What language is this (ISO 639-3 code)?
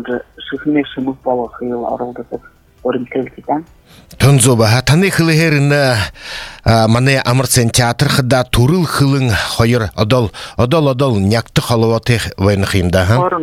bua